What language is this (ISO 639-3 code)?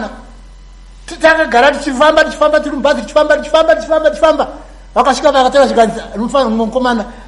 sna